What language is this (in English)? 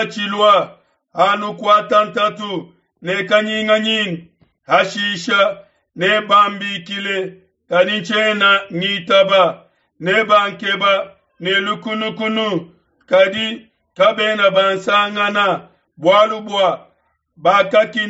Luba-Lulua